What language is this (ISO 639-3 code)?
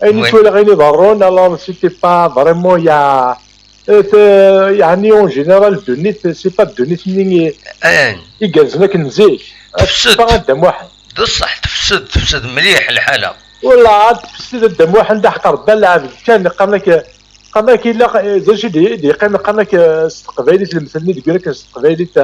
kab